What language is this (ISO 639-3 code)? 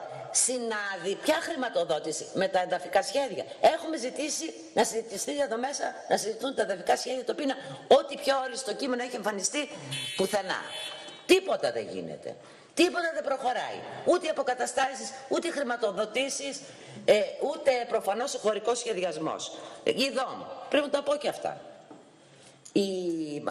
ell